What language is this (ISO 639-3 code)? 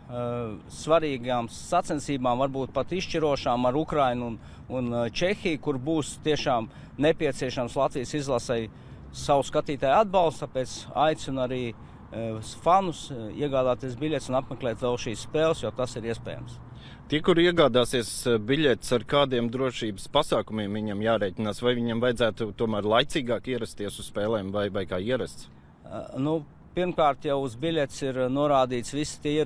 lav